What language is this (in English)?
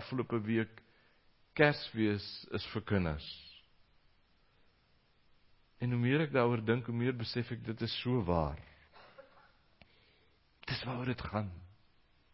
Afrikaans